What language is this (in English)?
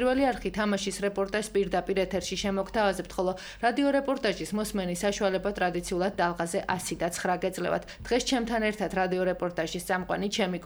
Georgian